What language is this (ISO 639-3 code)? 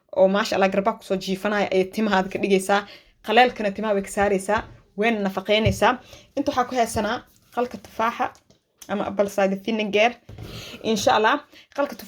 som